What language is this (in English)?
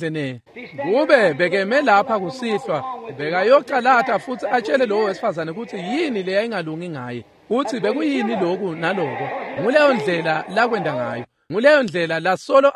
Swati